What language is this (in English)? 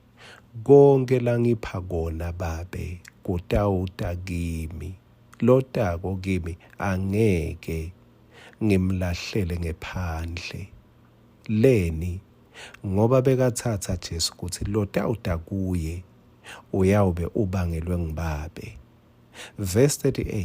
Swati